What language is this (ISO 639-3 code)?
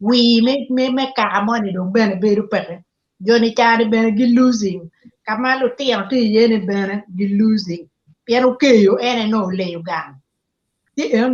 ach